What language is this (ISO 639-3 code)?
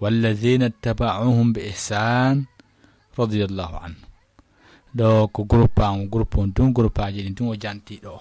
ful